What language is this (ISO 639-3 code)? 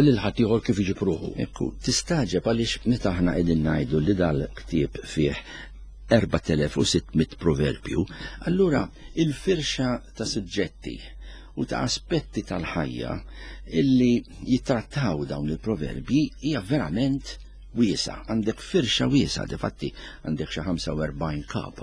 mlt